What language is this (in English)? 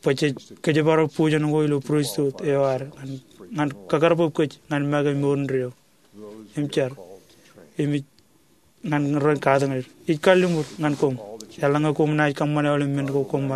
Marshallese